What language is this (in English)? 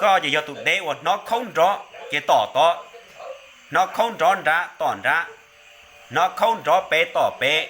Hmong